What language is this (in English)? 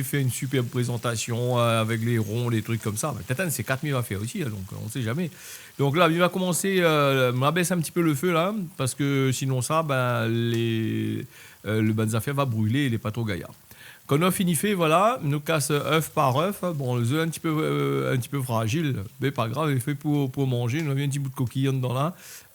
Réunion Creole French